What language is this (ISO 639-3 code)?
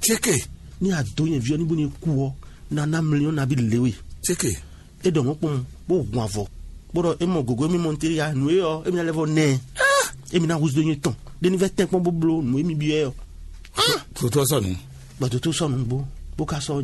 fon